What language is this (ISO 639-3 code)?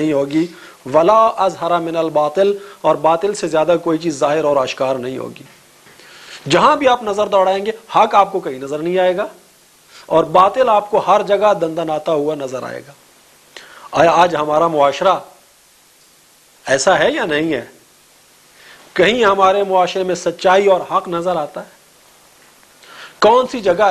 urd